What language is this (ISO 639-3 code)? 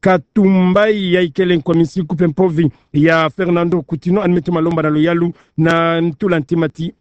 ktu